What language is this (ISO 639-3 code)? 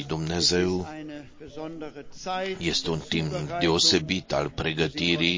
ron